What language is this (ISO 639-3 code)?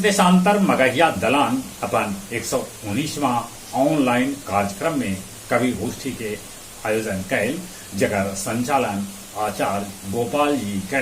mag